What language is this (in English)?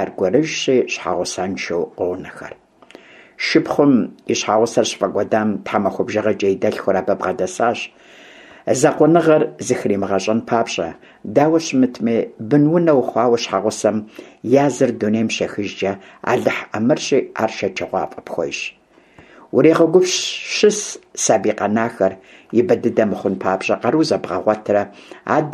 Kabardian